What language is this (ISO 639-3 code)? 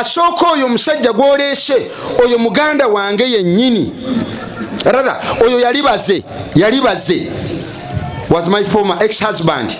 lug